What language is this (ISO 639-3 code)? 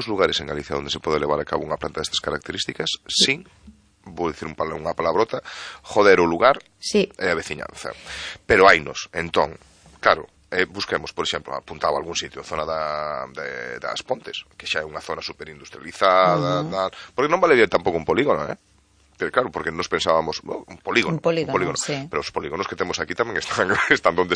glg